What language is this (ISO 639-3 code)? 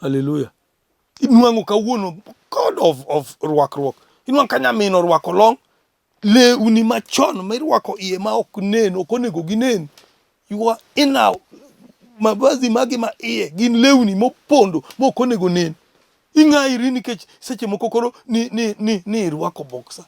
luo